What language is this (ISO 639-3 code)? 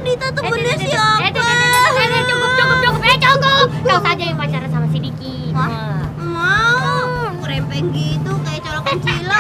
bew